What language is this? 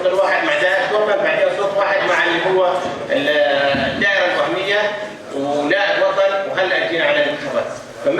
North Levantine Arabic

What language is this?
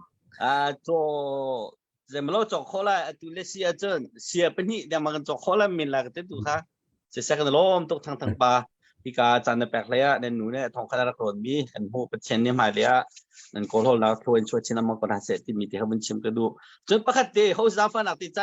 Hakha Chin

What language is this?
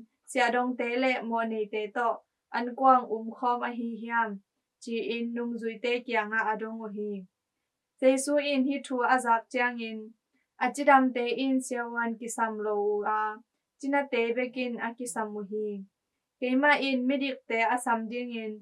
Tedim Chin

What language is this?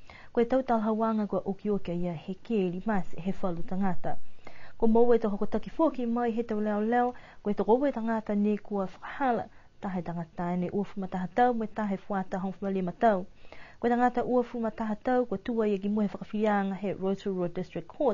Niuean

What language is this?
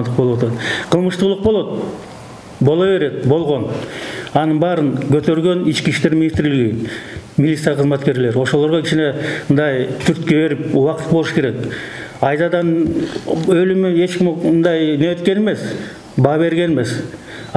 Kyrgyz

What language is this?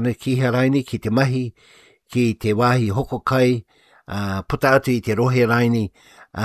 Māori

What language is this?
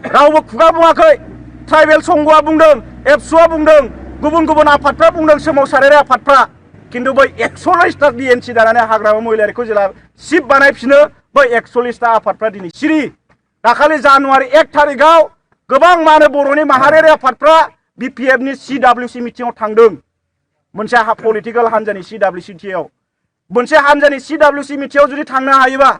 Bodo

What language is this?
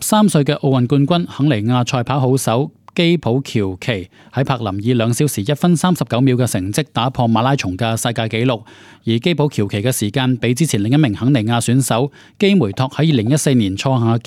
Cantonese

